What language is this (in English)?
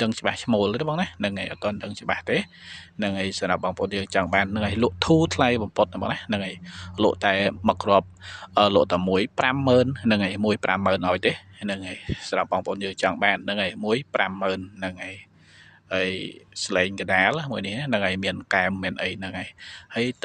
Khmer